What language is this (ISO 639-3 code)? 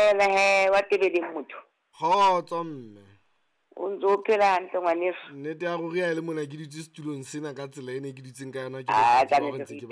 sot